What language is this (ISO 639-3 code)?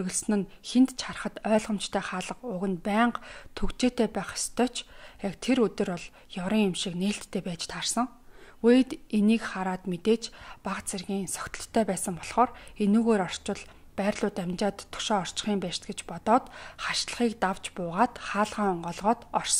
mon